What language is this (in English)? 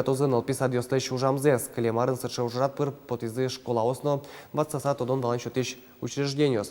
Udmurt